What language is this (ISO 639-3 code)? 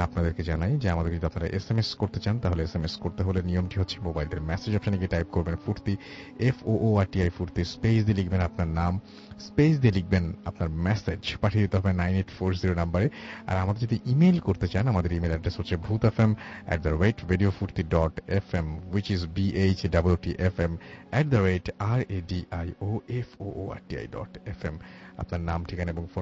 ben